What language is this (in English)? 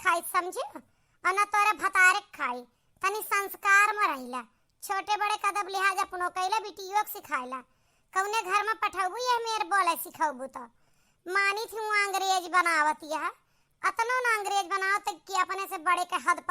Awadhi